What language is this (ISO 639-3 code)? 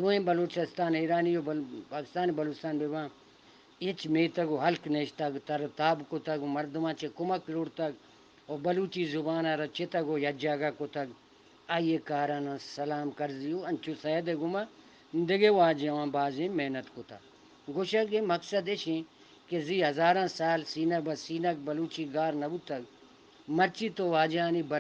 bgp